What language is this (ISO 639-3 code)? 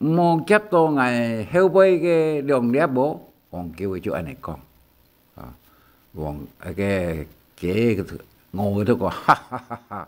hak